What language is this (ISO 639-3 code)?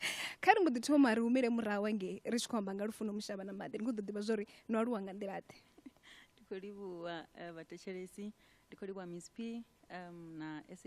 ven